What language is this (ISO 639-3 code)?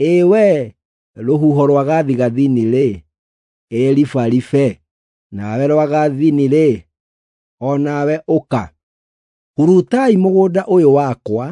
kik